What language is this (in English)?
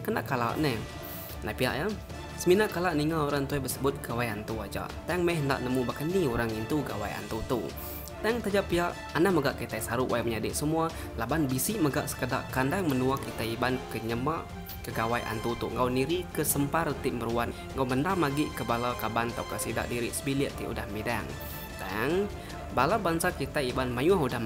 Iban